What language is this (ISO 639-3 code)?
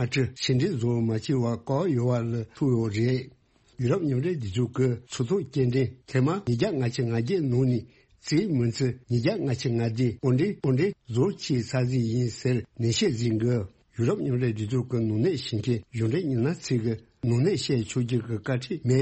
bod